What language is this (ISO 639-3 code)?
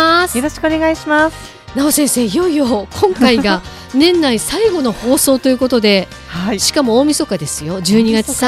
jpn